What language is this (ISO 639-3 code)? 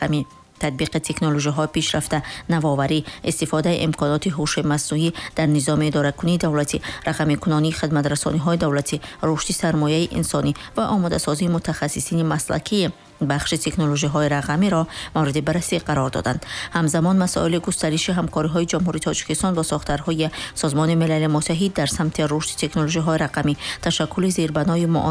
tgk